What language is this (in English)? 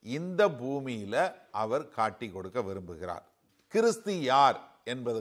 Tamil